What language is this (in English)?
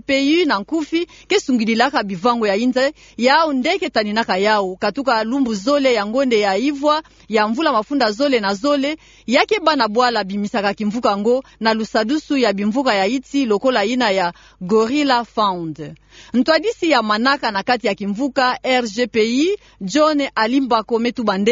Kituba (Democratic Republic of Congo)